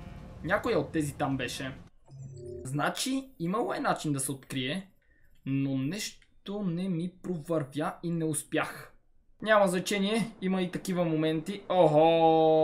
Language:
Bulgarian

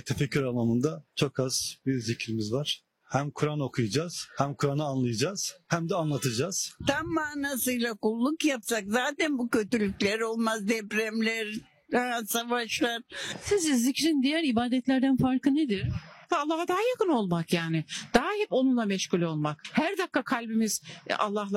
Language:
Turkish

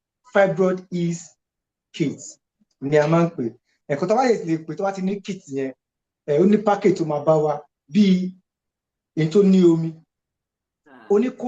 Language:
Yoruba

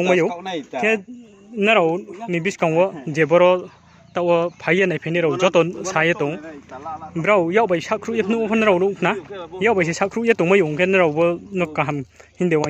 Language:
Riang (India)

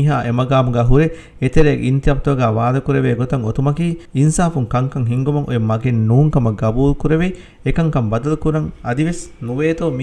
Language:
Divehi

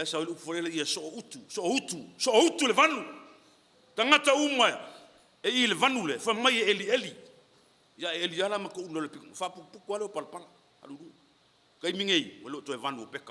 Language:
Samoan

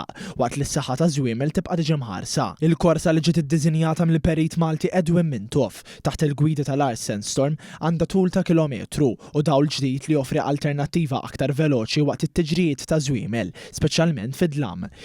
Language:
Maltese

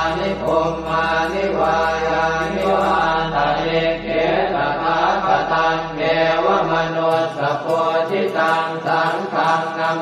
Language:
Pali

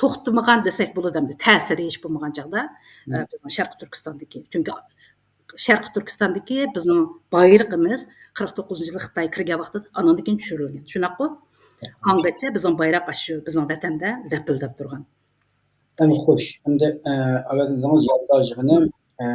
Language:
Uyghur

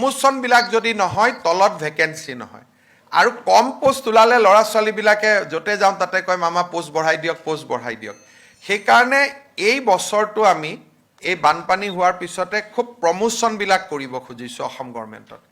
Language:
Assamese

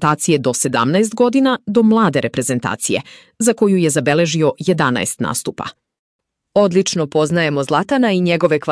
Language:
Serbian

